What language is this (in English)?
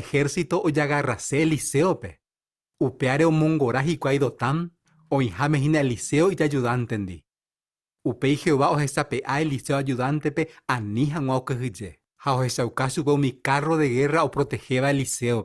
Guarani